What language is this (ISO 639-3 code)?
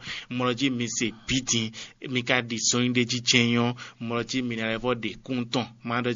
fon